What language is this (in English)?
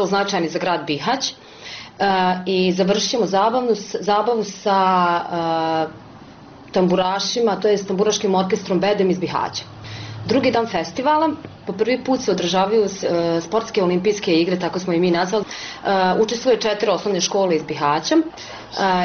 Bosnian